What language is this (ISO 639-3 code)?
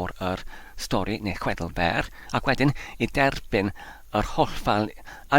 cym